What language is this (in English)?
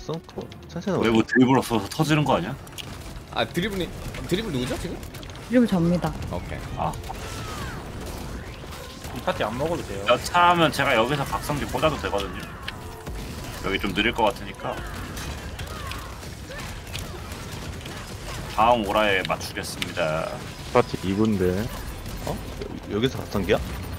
Korean